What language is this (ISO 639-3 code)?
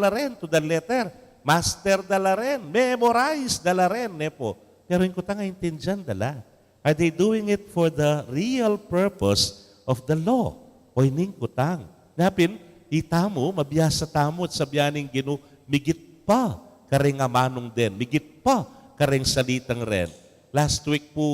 pam